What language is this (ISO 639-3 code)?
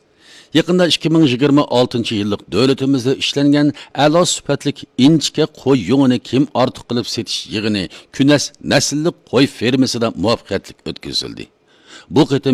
uig